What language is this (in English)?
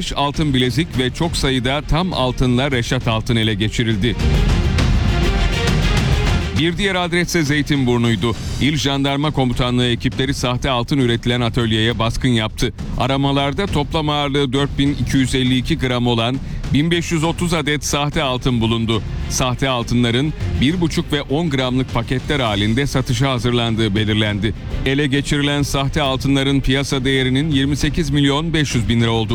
Turkish